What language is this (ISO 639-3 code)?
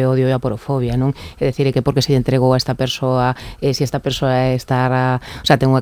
glg